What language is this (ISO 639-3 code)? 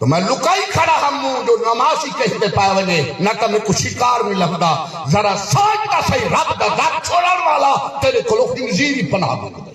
skr